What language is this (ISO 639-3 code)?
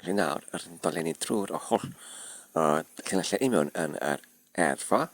cym